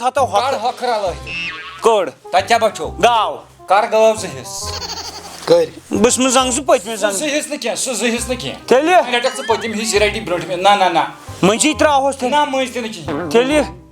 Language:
Kashmiri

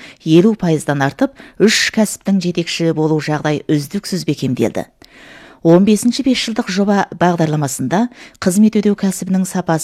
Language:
Kazakh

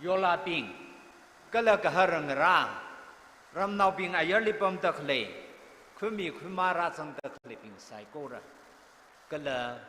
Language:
Tangkhul Naga (India)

